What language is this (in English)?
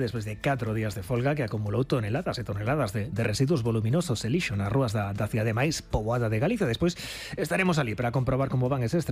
Galician